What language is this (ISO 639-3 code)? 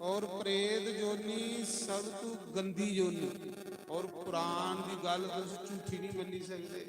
doi